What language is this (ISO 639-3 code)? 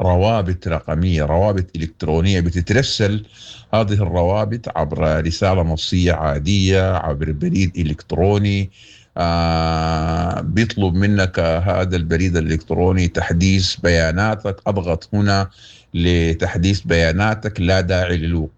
apd